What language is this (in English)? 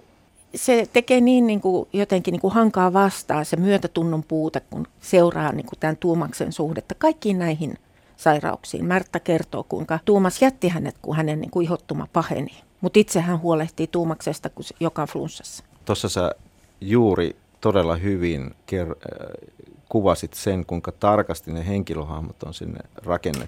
Finnish